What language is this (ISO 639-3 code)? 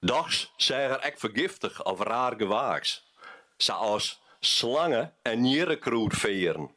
fry